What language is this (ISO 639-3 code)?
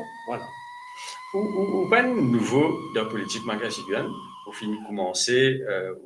mfe